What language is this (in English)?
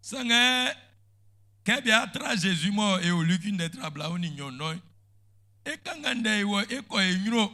Baoulé